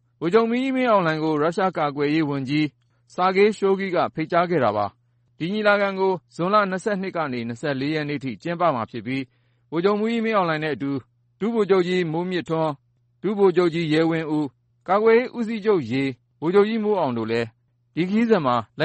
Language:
Burmese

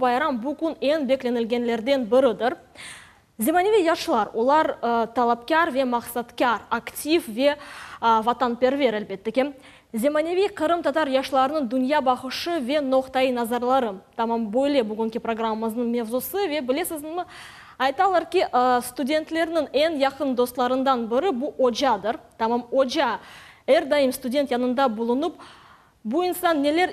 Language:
Crimean Tatar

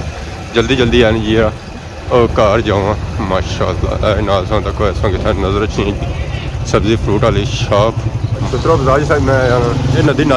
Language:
Pahari-Potwari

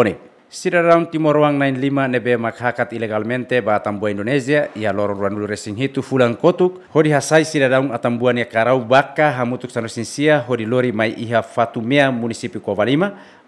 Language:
Tetum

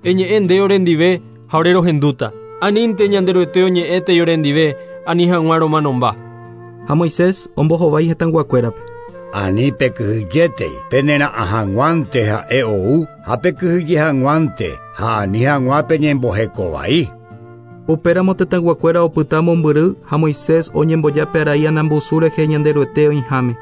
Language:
Guarani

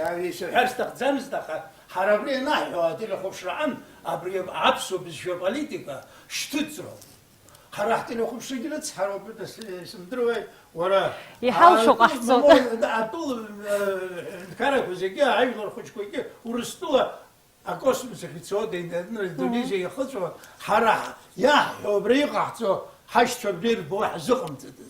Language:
Abkhazian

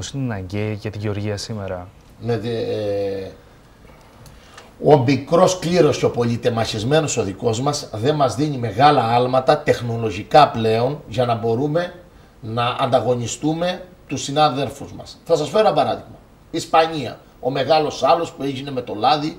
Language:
Greek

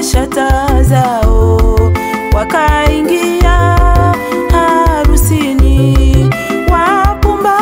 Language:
Swahili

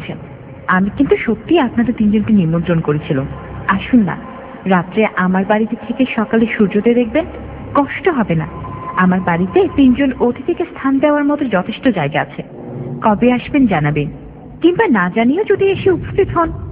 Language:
Bangla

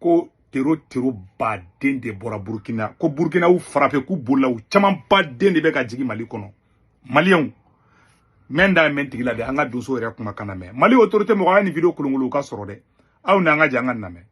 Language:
Bambara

